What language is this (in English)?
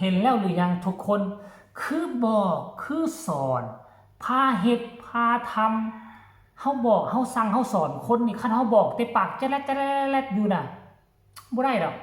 Northeastern Thai